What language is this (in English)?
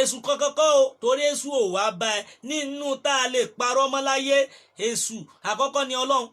Yoruba